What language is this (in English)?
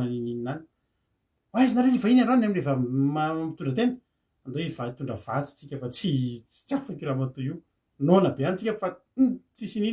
Malagasy